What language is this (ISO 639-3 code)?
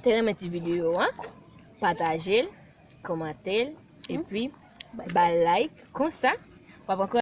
hat